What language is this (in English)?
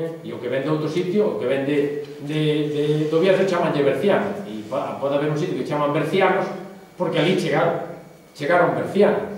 Galician